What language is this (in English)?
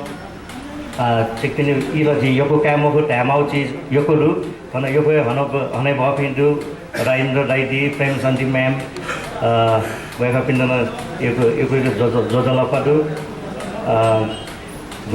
Newari